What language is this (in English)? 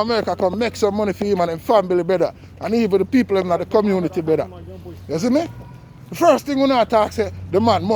Jamaican Creole English